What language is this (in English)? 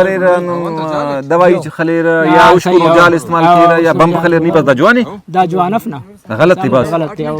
Brahui